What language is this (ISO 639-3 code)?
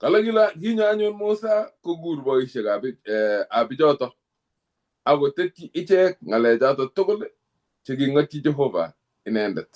kln